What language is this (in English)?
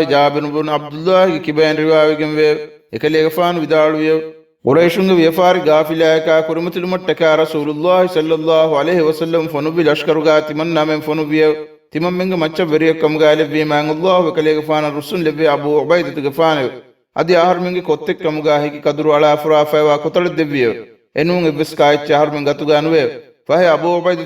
Divehi